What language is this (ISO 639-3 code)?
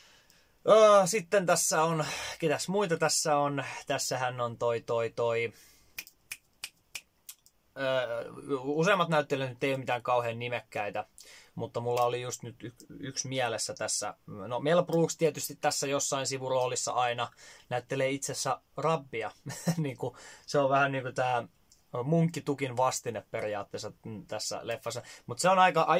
fin